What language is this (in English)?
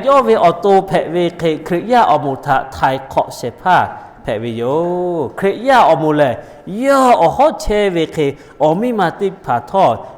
Lahu